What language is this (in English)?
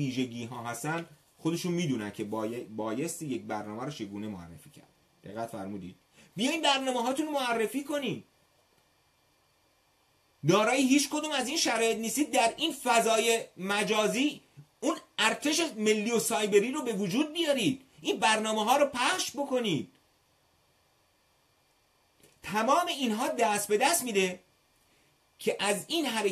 Persian